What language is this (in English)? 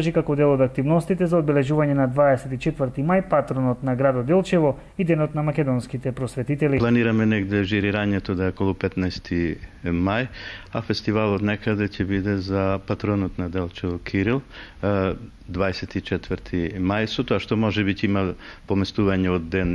Macedonian